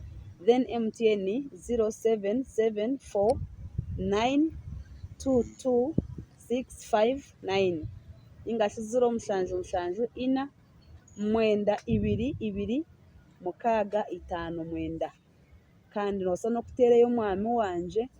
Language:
Nyankole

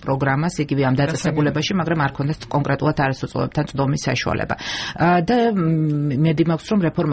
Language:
Georgian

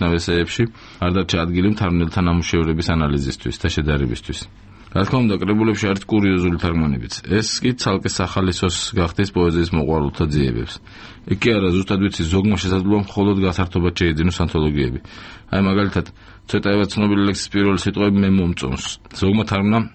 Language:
Georgian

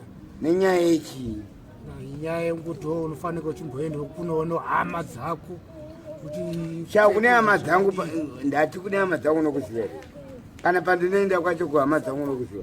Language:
Shona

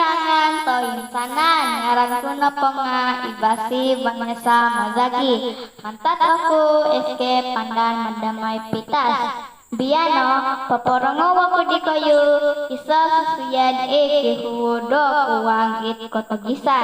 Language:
Central Dusun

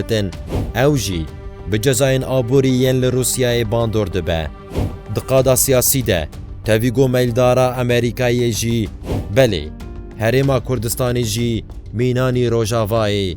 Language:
Kurdish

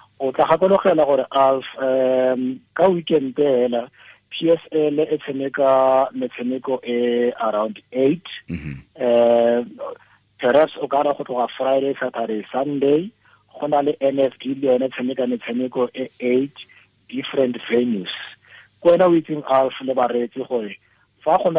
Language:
Tswana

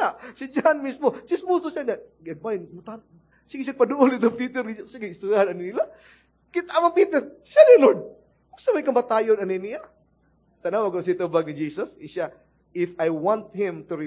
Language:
Cebuano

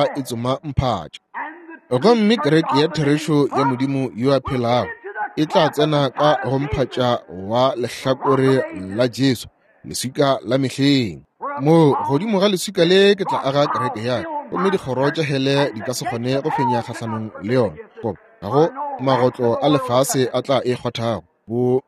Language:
Northern Sotho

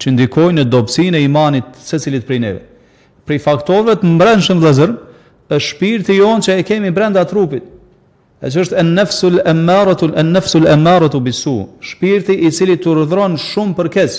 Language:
Albanian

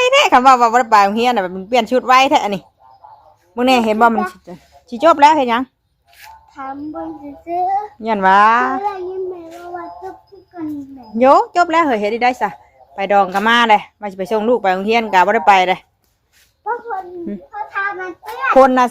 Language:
Northeastern Thai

